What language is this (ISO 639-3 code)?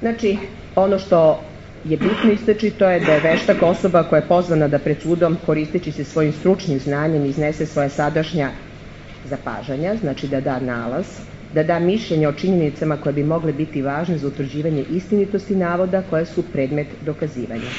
srp